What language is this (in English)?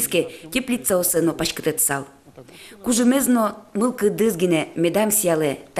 Udmurt